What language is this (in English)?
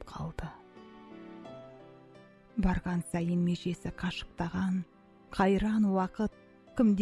Kazakh